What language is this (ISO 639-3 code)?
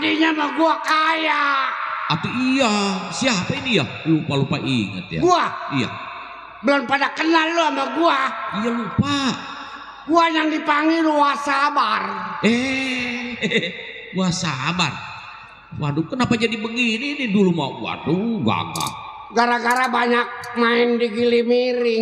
bew